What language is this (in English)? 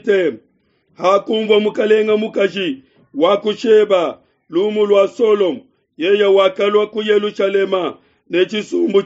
Luba-Lulua